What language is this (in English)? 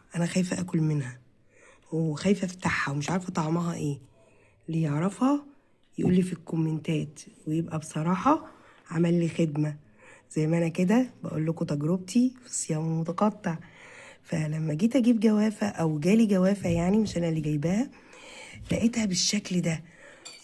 Egyptian Arabic